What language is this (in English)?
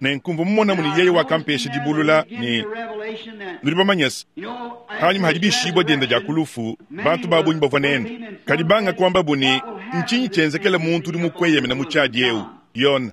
Luba-Lulua